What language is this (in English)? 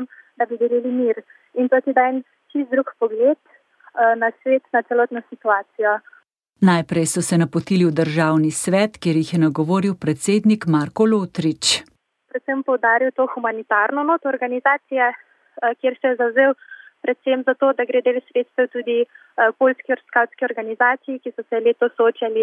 Slovenian